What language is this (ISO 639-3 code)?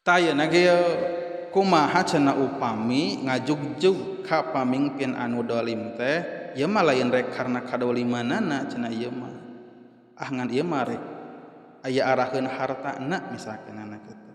sun